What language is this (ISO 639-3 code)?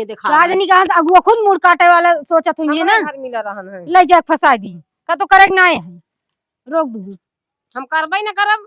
awa